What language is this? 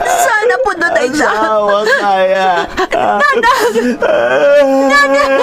Iloko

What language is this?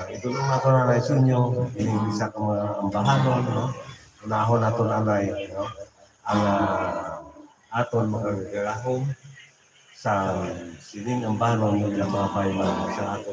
Hiligaynon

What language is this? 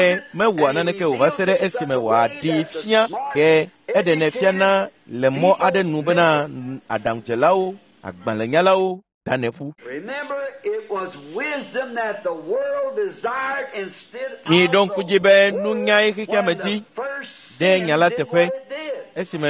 Ewe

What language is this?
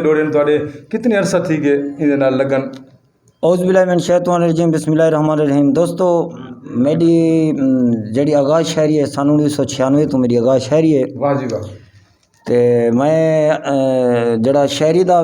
Saraiki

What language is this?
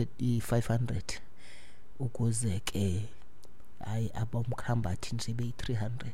Xhosa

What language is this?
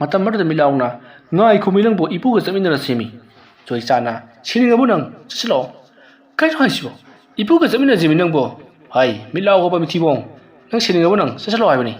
Manipuri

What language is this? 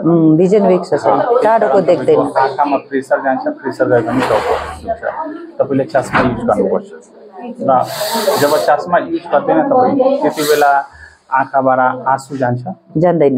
Nepali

